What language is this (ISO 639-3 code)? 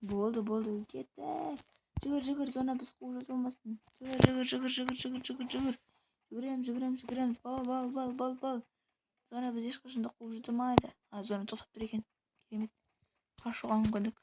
kaz